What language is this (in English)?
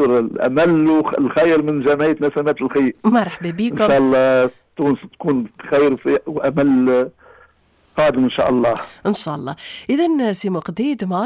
Tunisian Arabic